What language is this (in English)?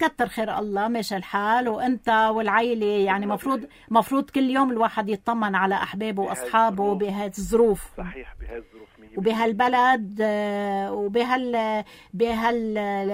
North Levantine Arabic